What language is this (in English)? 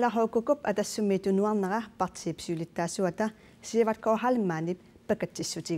Kalaallisut